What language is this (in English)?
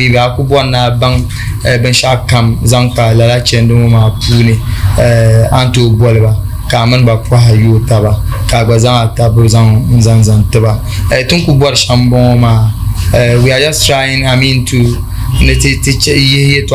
Dagbani